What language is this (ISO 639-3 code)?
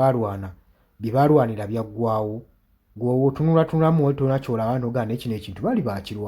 lug